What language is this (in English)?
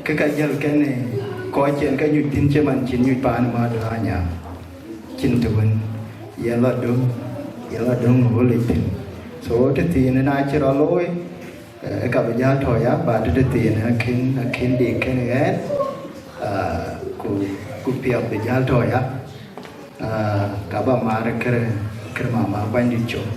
Dinka